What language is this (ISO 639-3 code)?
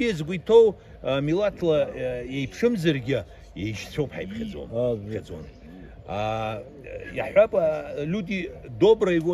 abk